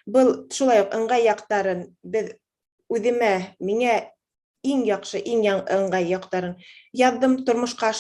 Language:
Bashkir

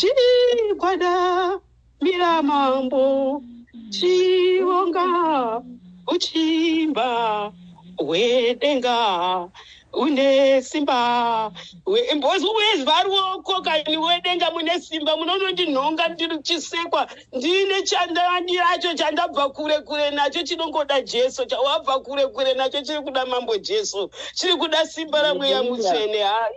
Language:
Shona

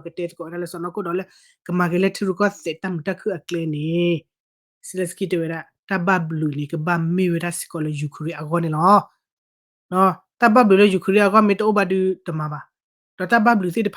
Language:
S'gaw Karen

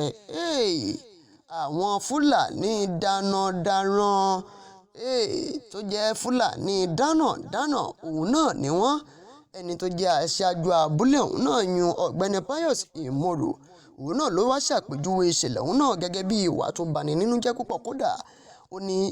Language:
Yoruba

